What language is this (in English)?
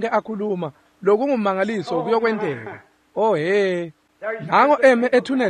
Swati